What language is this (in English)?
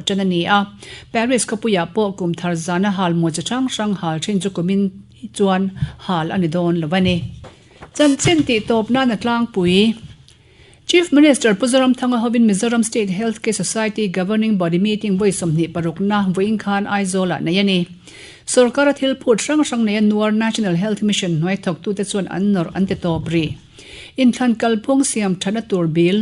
Mizo